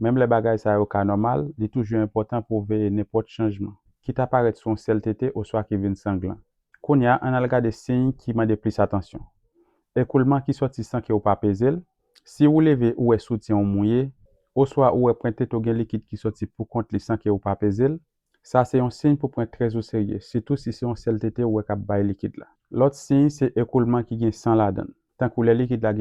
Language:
Haitian Creole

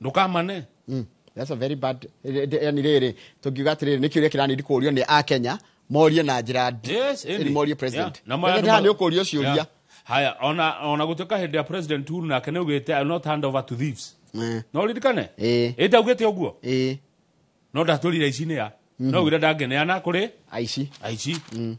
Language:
Kikuyu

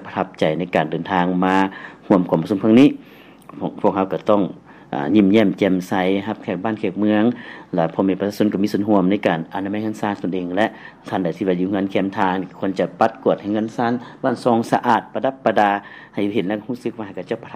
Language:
Lao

